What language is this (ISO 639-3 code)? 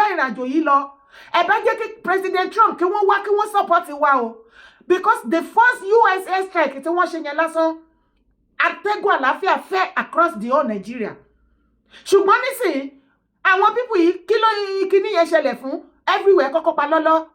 yor